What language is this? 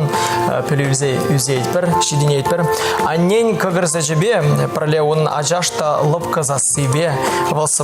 Chuvash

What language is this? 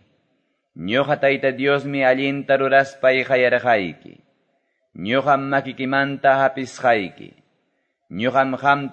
Quechua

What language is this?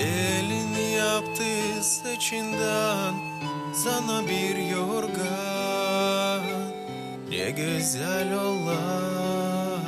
Gagauz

